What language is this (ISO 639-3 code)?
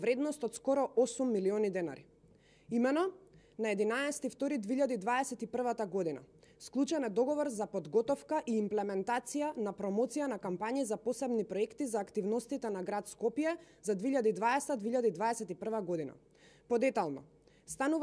mkd